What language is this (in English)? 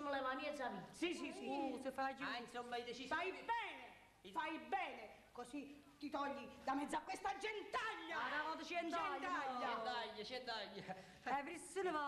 Neapolitan